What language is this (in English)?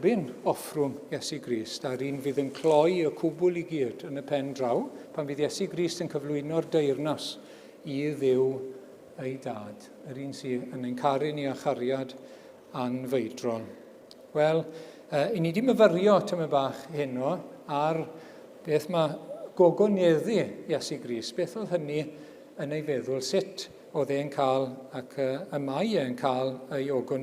Welsh